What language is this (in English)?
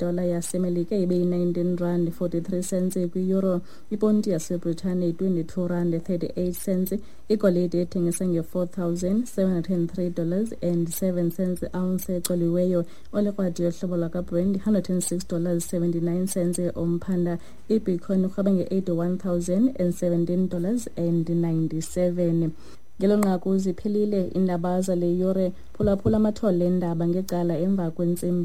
Xhosa